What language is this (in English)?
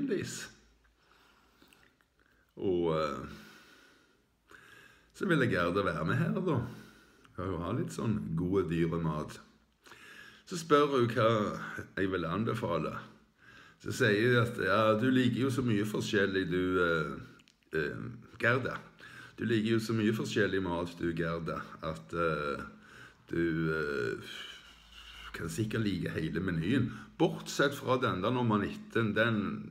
Norwegian